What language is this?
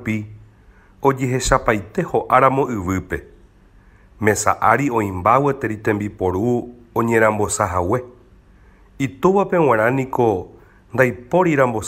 Guarani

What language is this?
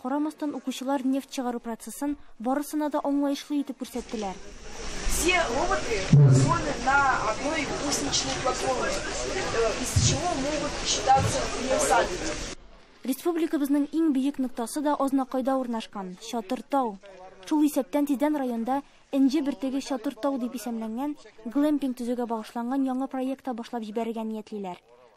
Tatar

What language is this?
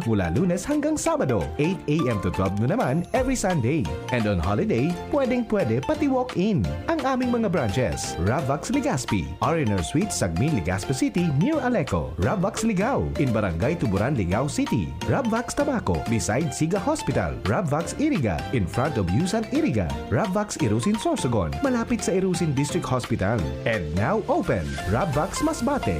Bikol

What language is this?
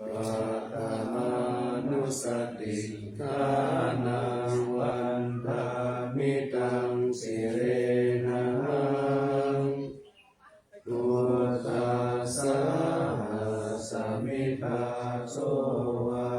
Pali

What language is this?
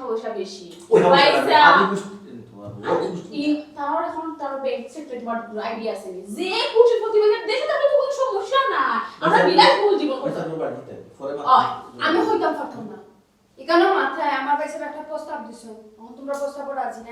Sylheti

